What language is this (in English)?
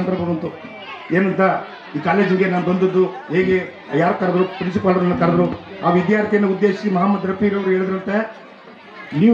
Kannada